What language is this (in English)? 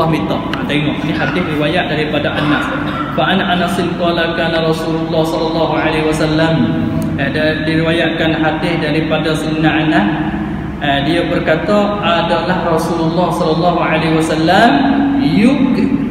Malay